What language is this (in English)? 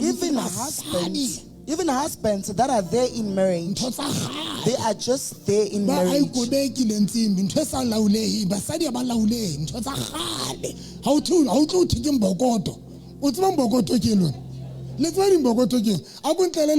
Southern Sotho